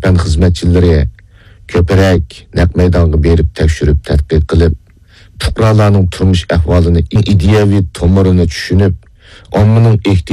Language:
Uyghur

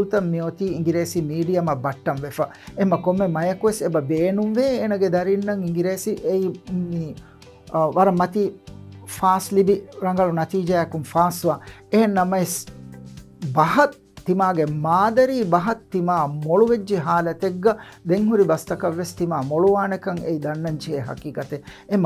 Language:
Divehi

